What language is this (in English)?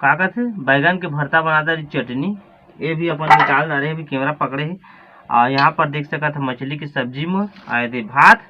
Chhattisgarhi